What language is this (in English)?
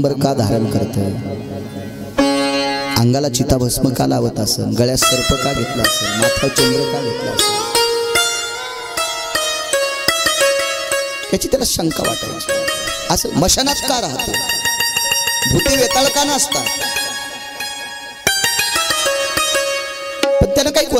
Marathi